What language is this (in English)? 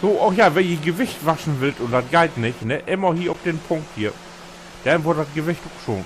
Low German